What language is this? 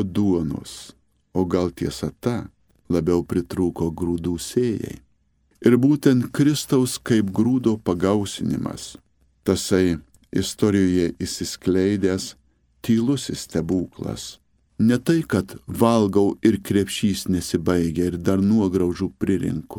Lithuanian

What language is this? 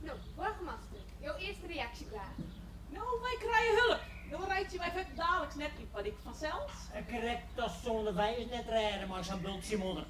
Western Frisian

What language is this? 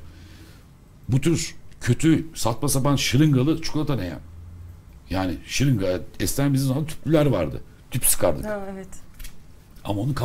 Turkish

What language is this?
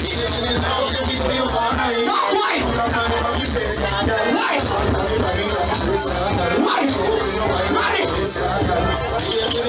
English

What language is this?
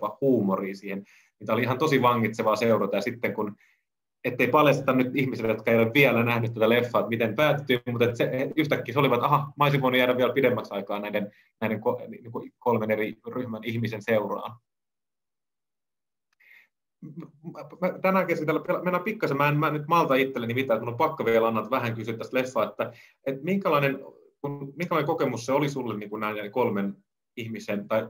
Finnish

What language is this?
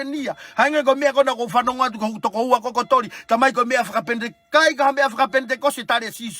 Tongan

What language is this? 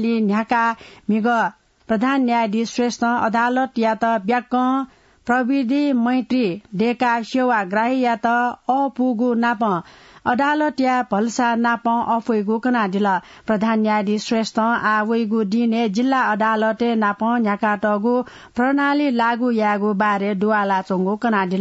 Newari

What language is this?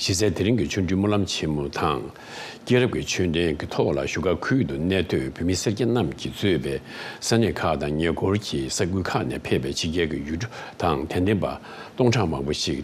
Tibetan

